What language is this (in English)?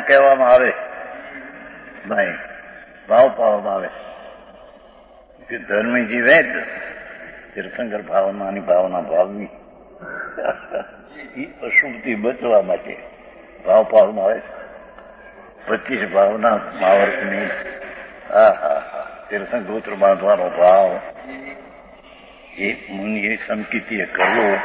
Gujarati